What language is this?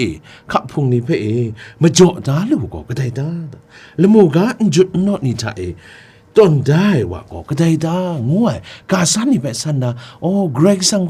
Kachin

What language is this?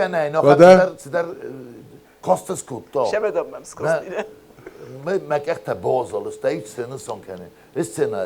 Ossetic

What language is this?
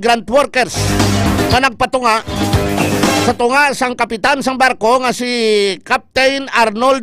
Hiligaynon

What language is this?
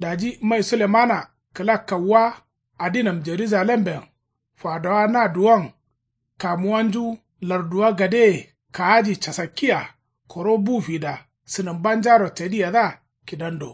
Kanuri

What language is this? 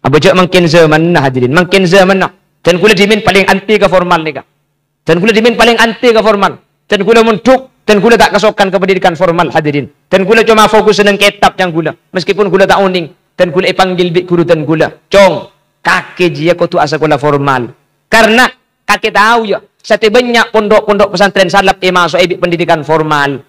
Madurese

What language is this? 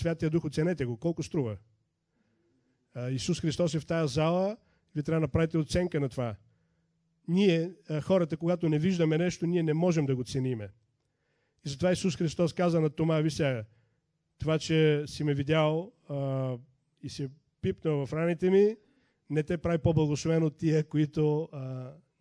Bulgarian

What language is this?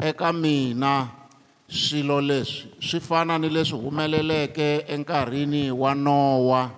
Tsonga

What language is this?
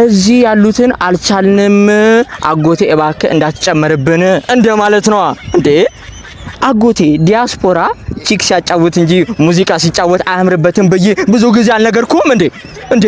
Amharic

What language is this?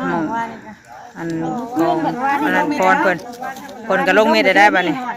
Northeastern Thai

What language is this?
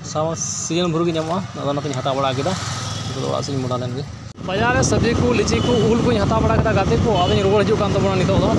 Santali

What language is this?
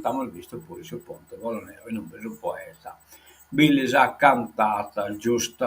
Sardinian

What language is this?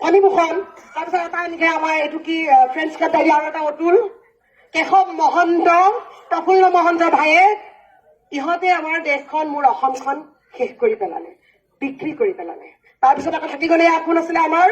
Assamese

